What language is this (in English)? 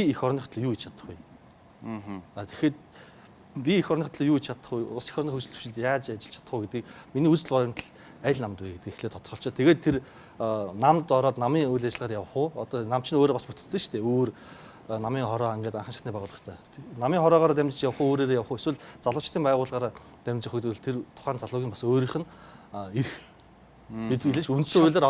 Mongolian